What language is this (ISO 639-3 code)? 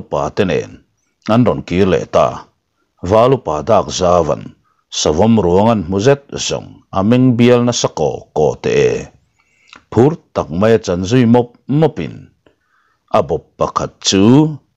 lus